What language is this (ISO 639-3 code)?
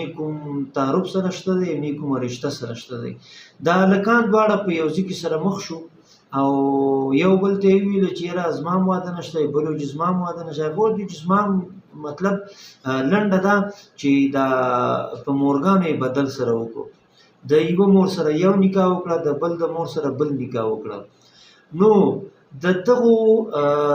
pus